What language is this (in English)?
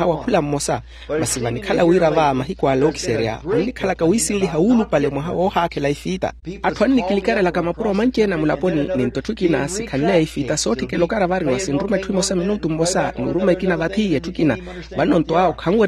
Makhuwa